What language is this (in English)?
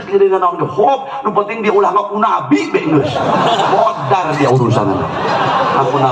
Sundanese